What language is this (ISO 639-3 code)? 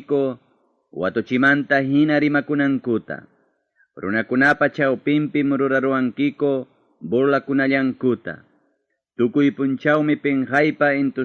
quy